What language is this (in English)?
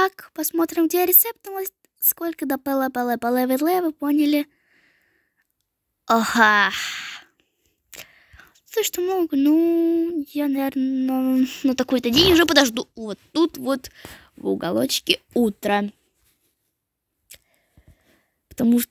Russian